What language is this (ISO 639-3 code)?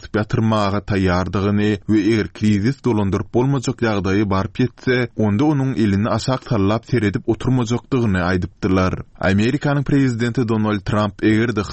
tuk